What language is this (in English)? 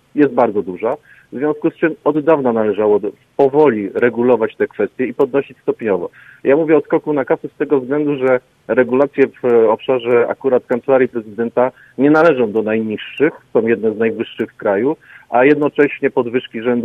Polish